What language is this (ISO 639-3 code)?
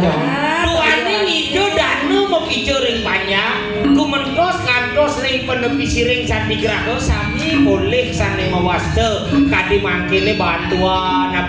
ban